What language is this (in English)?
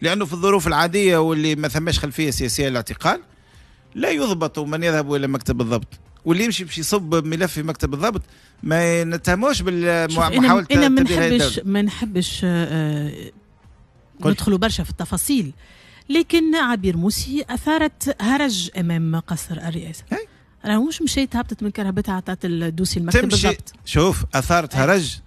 Tunisian Arabic